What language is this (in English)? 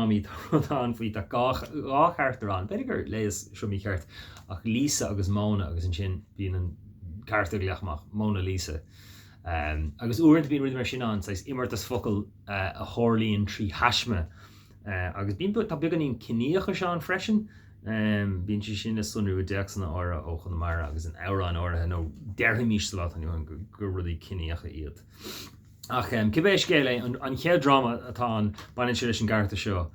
Irish